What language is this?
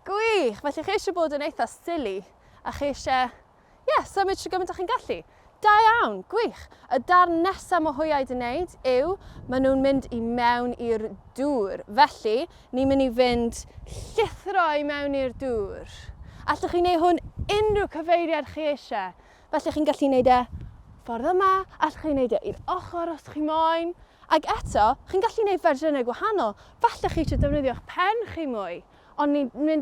Welsh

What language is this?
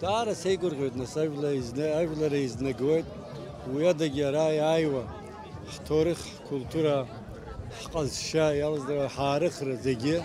Abkhazian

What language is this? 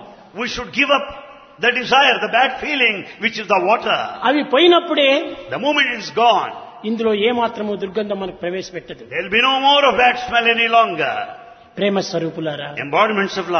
Telugu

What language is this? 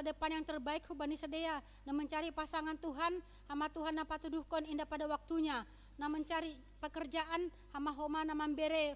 Batak Simalungun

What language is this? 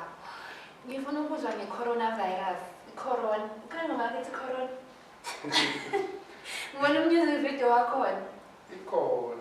Zulu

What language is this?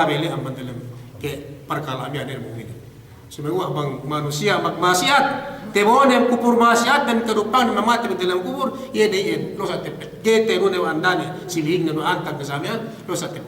Yakan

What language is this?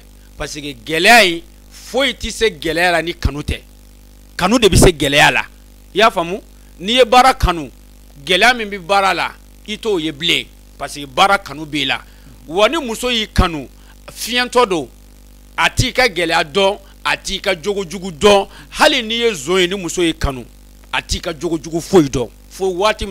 Bambara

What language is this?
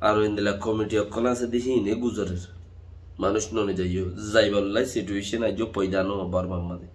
Rohingya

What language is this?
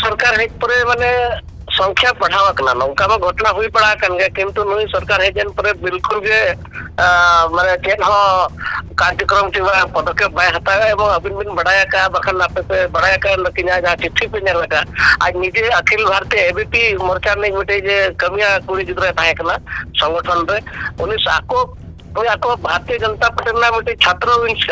Santali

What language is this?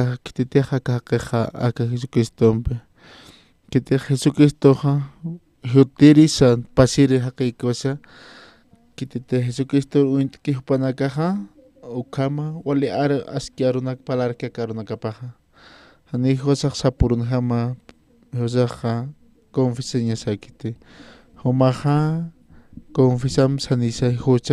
Aymara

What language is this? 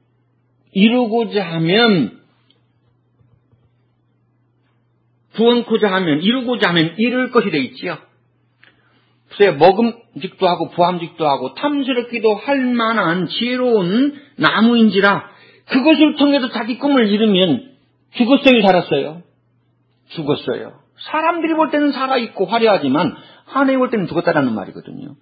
Korean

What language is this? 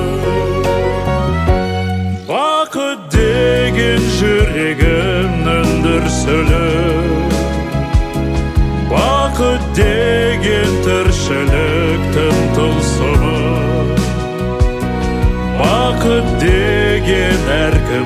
Kazakh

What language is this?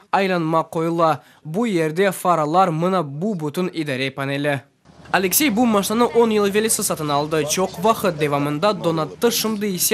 Crimean Tatar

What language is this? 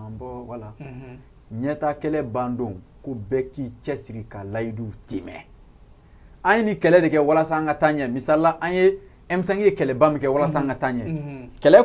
Bambara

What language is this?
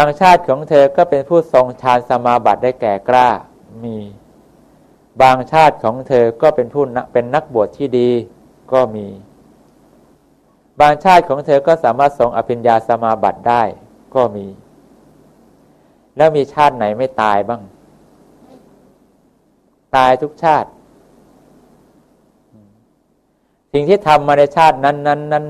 Thai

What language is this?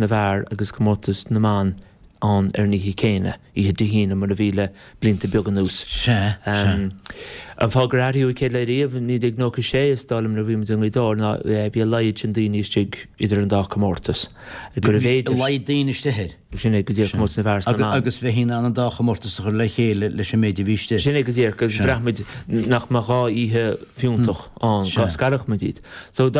Irish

